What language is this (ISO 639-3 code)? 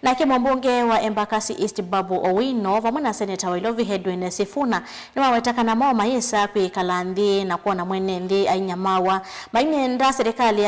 kam